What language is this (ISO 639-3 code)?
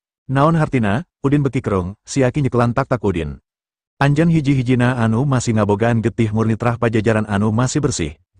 sun